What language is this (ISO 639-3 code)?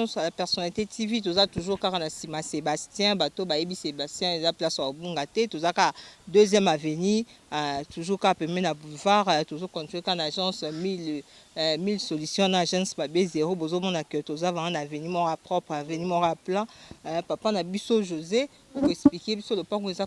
lin